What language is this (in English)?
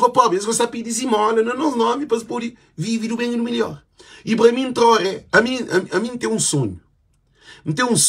Kabuverdianu